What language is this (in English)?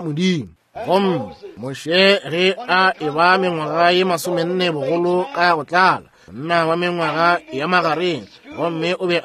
Northern Sotho